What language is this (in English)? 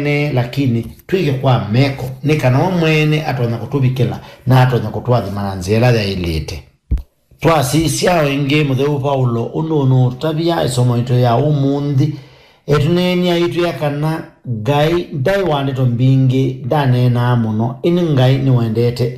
Kamba